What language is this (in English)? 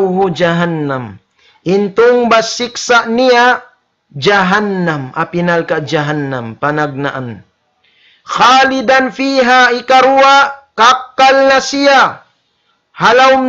Tausug